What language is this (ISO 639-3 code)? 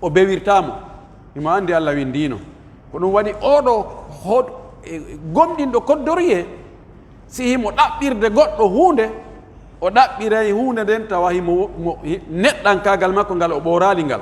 fuf